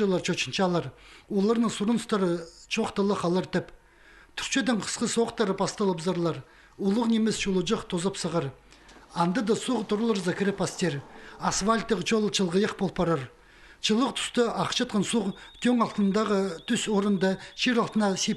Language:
Khakas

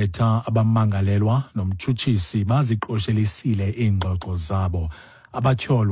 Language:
Xhosa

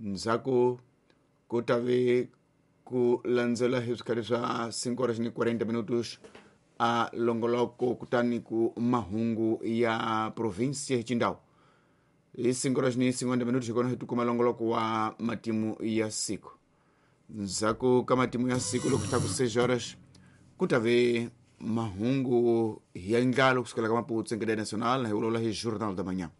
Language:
Tsonga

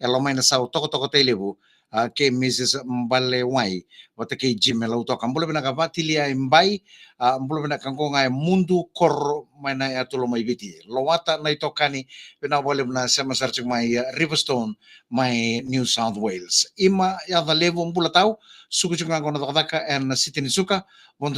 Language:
Fijian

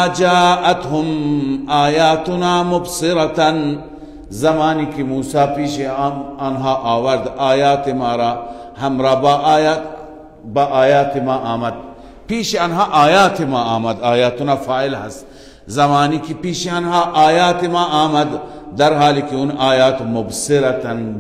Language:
Persian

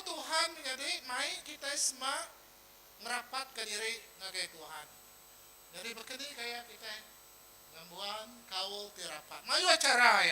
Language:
Iban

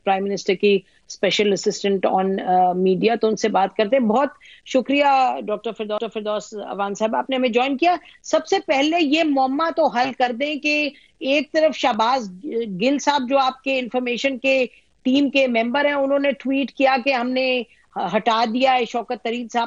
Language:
Urdu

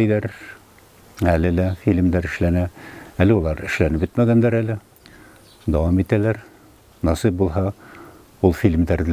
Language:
Bashkir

